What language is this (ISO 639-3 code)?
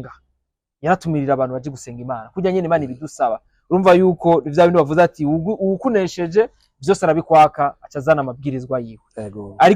run